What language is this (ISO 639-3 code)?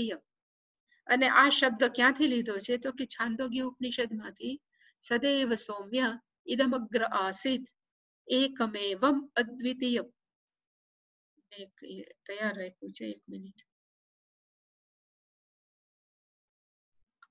guj